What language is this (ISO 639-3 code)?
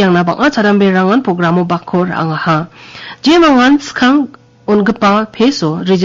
grt